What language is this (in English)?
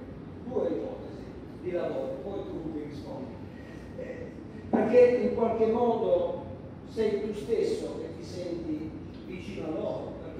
Italian